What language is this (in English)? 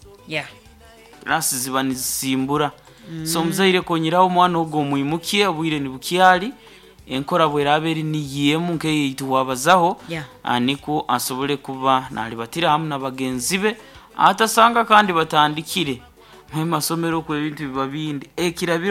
Nyoro